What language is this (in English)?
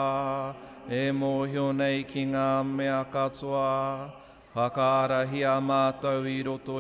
Māori